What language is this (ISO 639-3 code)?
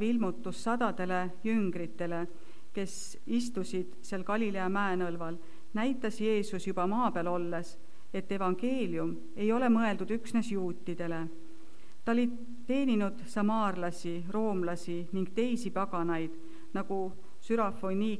est